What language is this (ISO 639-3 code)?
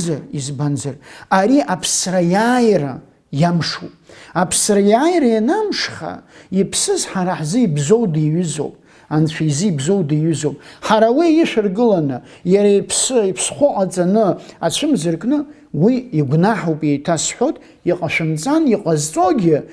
abk